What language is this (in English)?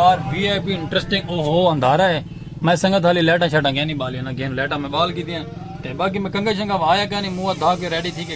Saraiki